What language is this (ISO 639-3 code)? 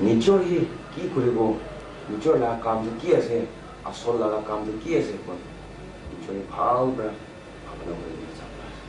nag